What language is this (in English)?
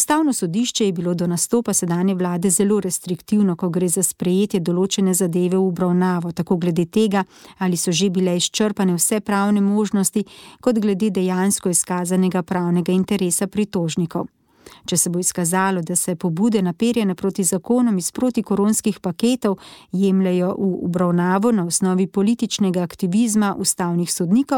Slovenian